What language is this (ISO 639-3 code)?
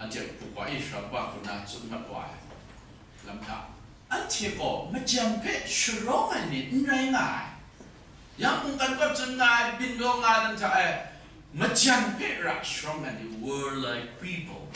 kac